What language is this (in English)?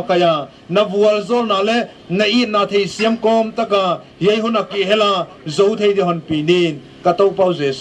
Paite Chin